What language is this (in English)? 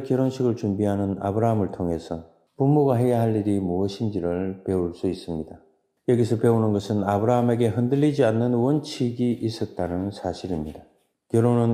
Korean